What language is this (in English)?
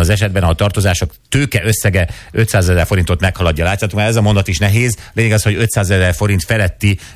Hungarian